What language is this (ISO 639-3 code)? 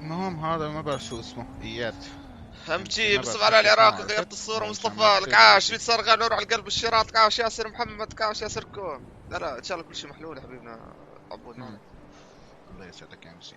apc